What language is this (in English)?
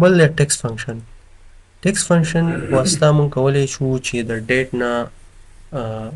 Pashto